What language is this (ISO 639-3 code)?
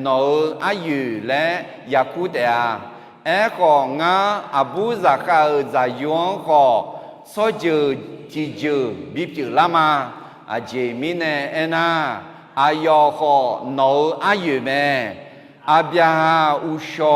ahk